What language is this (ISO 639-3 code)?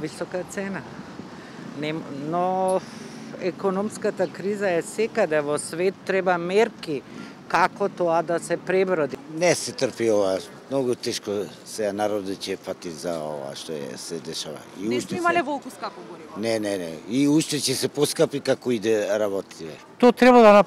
mkd